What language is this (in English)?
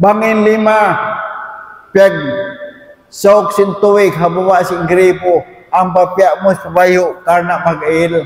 Tausug